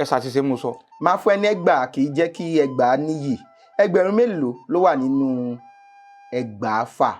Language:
Yoruba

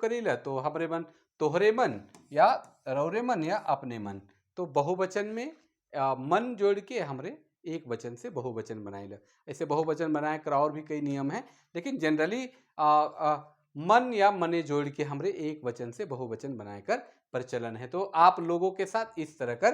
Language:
Sadri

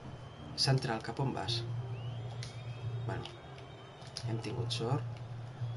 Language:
Catalan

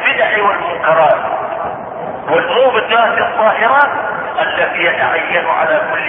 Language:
Arabic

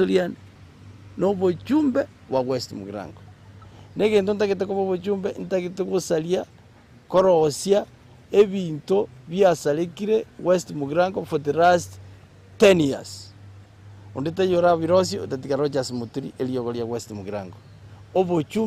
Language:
Gusii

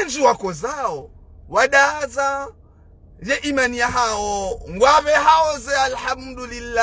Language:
Ngazidja Comorian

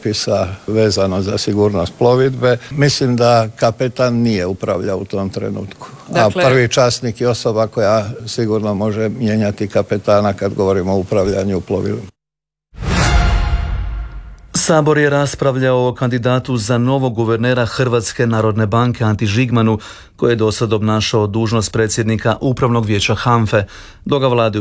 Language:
Croatian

